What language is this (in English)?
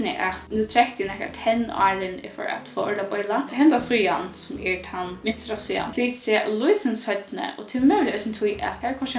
Faroese